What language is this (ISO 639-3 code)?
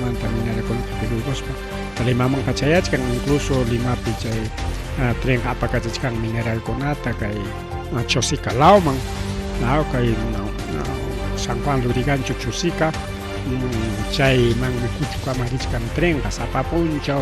quy